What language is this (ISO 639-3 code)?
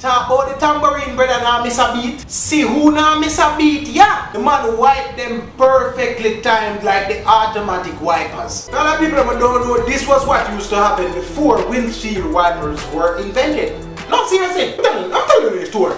jam